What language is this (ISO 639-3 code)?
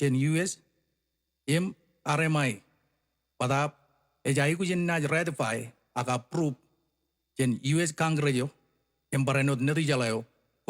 mah